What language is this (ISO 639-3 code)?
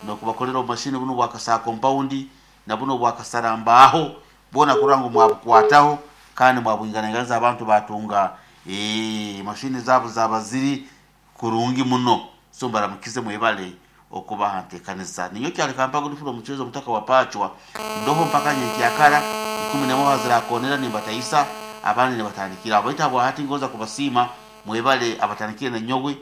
nyn